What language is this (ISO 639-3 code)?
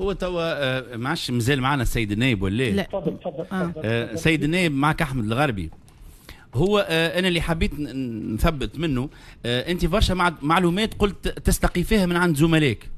aeb